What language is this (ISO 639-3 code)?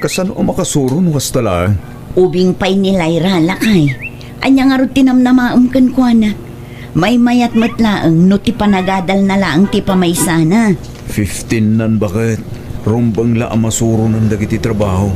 ilo